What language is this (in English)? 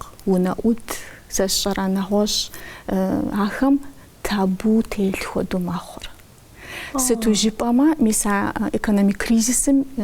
Kabardian